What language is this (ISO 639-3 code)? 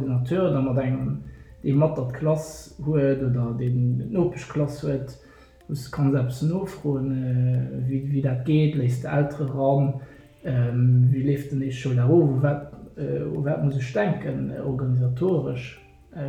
ltz